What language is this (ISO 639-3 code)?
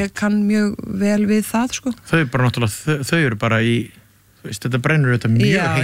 isl